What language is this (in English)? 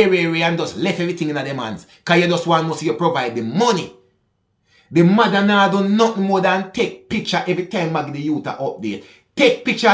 Jamaican Creole English